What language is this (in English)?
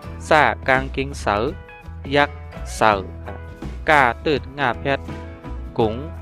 Shan